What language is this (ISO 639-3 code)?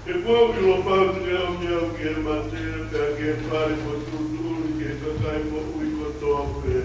ton